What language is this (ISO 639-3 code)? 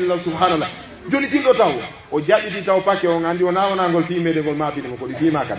fuf